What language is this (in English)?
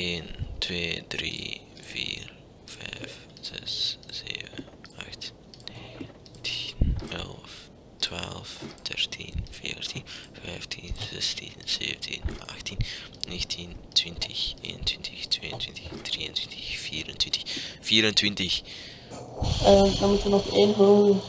Dutch